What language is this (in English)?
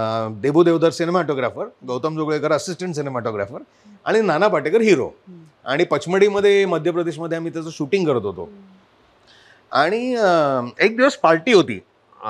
Marathi